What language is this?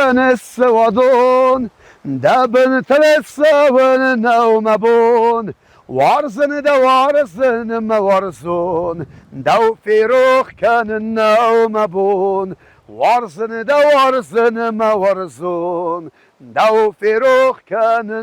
Ossetic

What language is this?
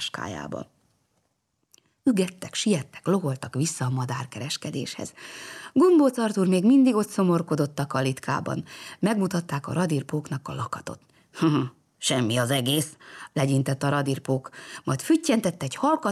Hungarian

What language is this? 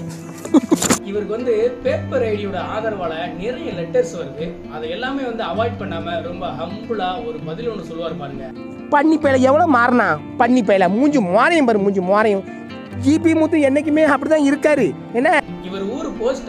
Tamil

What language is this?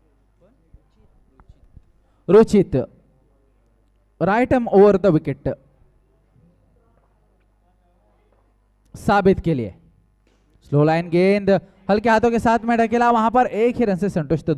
Hindi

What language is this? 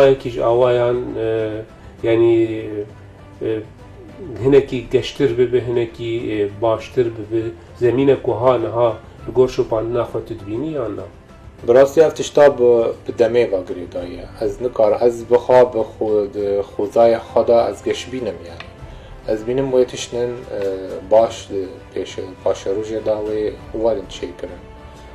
Kurdish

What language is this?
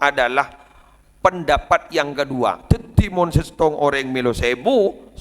Madurese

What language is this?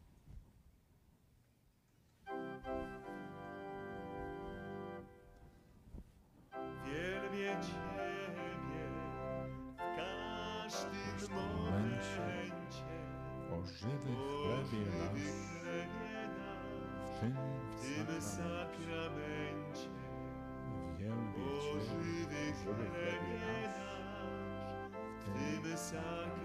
Polish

